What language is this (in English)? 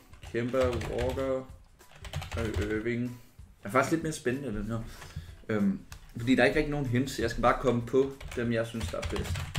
Danish